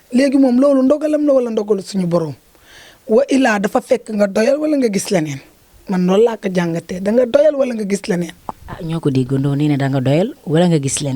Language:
Wolof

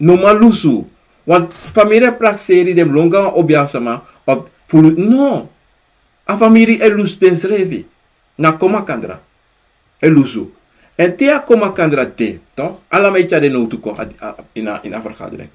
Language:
Sranan Tongo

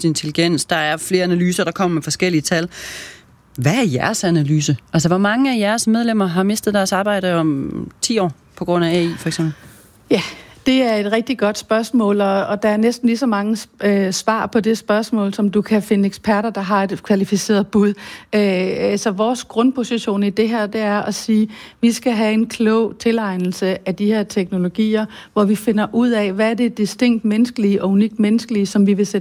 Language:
Danish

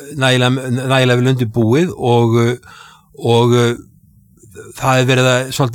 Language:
Icelandic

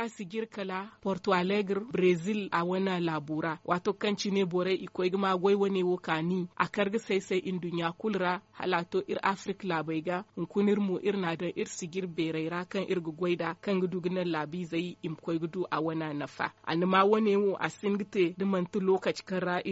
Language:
Zarma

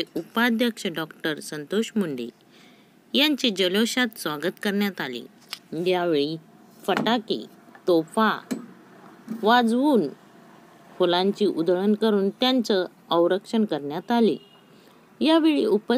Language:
Marathi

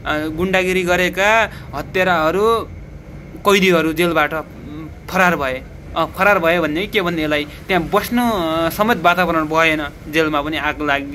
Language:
Nepali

